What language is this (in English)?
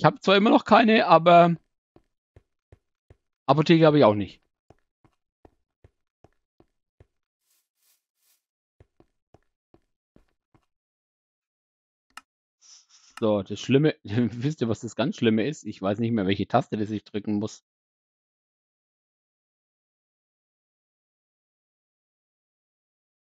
German